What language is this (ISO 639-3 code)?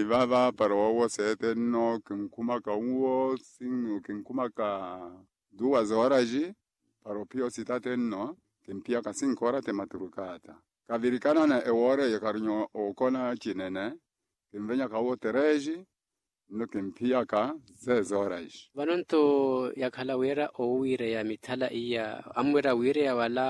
vmw